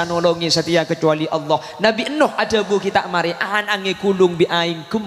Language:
Madurese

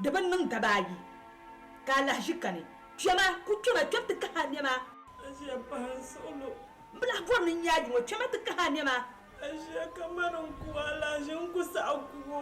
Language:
Dagbani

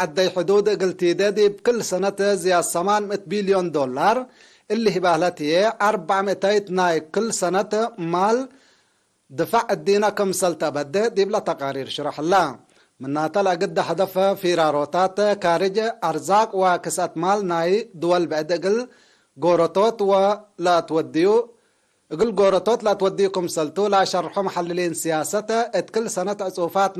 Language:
Tigre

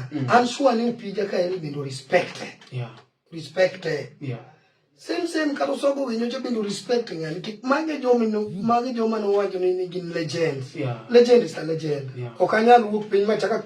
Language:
Luo (Kenya and Tanzania)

